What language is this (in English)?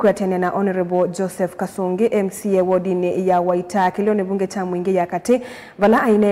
Kamba